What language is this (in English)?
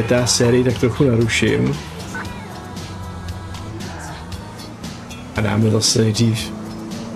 Czech